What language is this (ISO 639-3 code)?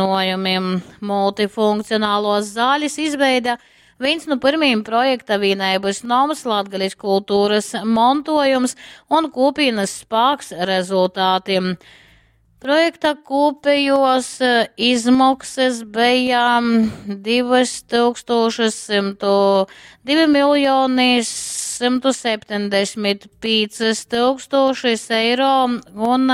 ltg